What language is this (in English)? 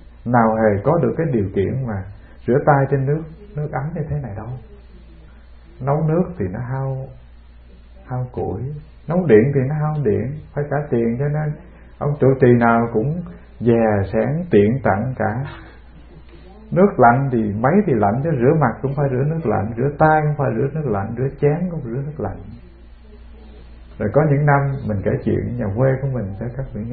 Vietnamese